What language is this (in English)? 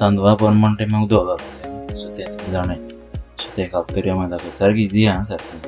Konkani